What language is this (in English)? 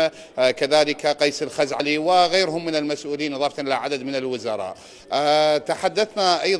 Mesopotamian Arabic